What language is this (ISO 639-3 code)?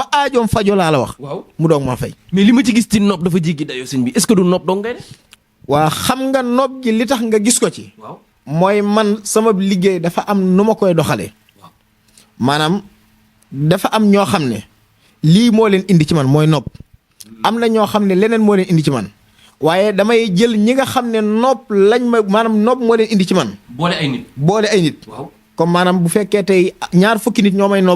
wol